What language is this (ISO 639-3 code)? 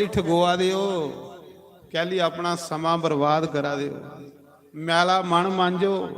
doi